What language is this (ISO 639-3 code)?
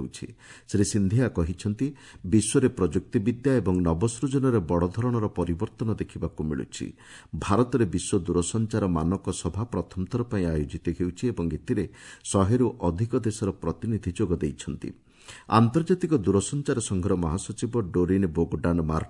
ori